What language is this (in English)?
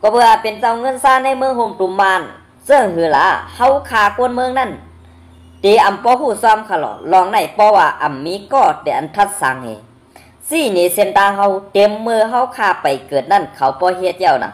Shan